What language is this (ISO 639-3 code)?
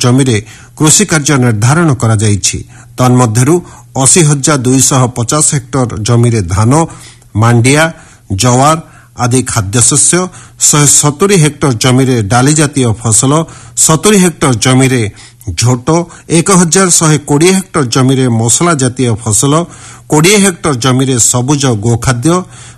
ori